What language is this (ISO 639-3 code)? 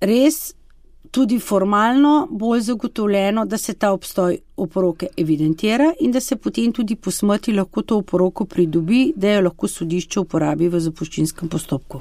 slv